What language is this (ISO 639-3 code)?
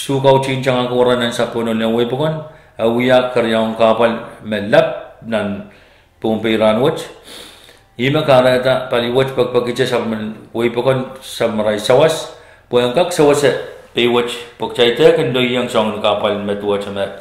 pon